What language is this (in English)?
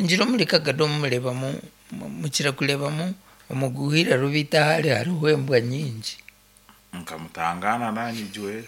Nyankole